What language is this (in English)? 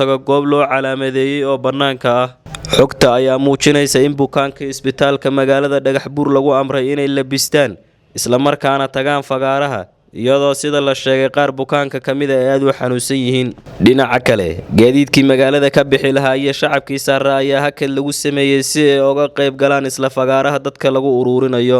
Somali